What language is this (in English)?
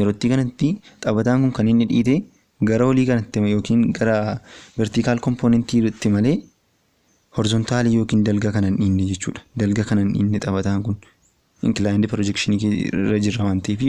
Oromo